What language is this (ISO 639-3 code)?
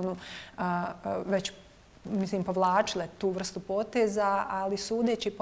bos